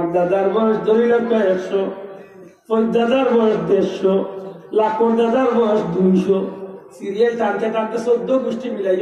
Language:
Sylheti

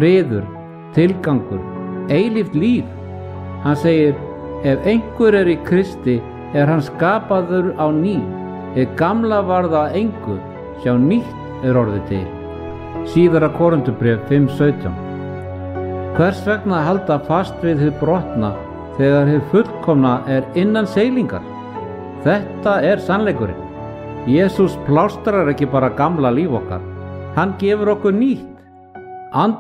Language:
Icelandic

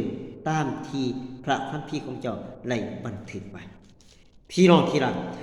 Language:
Lao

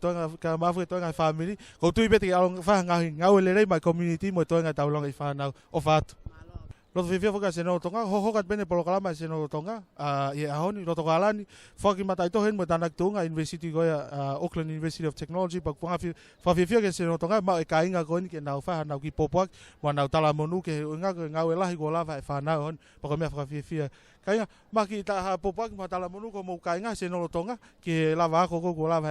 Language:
Tongan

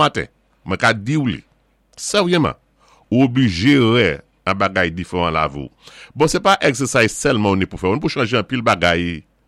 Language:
Saint Lucian Creole French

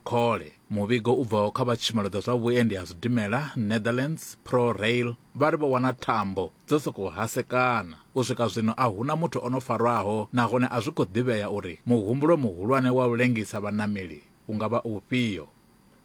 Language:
Venda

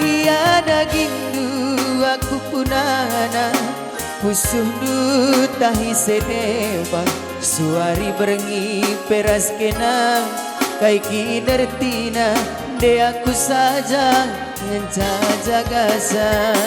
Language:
Batak Karo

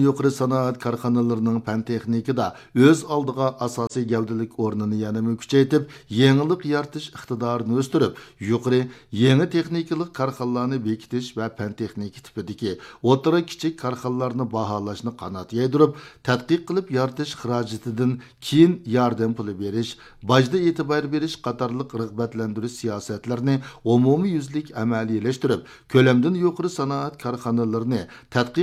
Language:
Uyghur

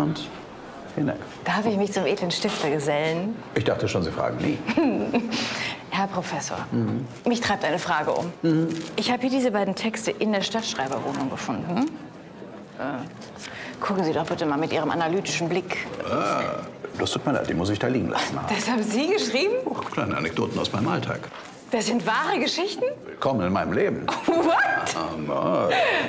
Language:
German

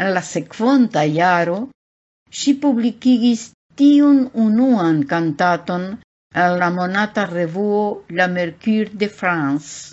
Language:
Esperanto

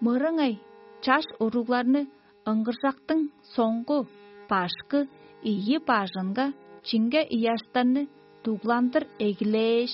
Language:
Tuvinian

